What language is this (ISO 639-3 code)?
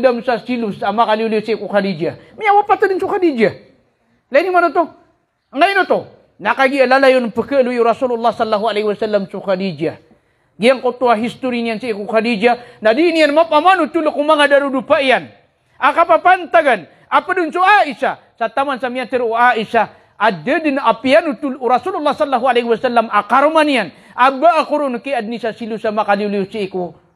mrw